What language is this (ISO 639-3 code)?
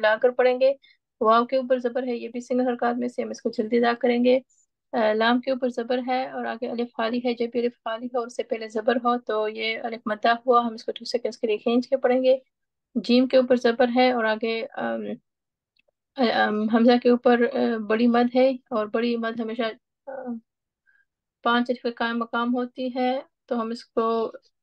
urd